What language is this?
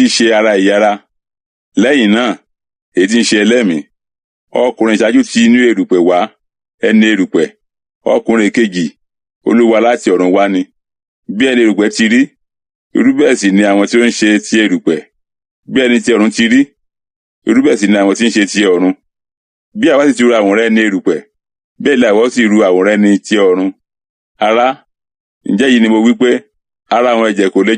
Yoruba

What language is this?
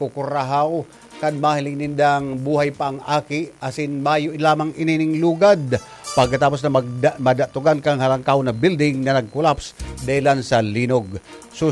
Bikol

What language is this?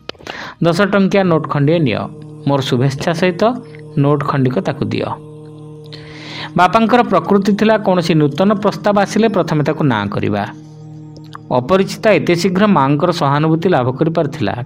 Odia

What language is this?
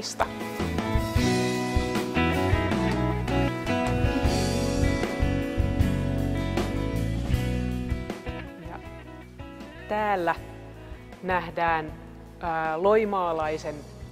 Finnish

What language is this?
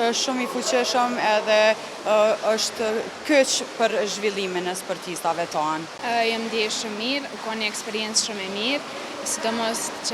Albanian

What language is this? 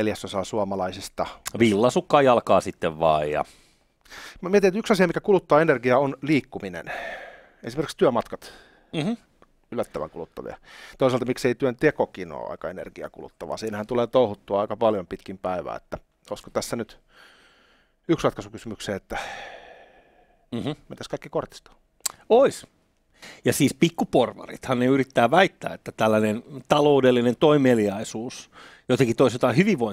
Finnish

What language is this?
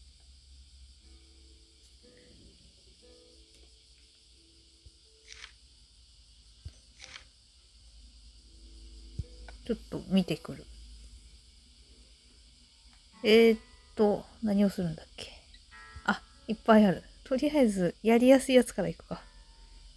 Japanese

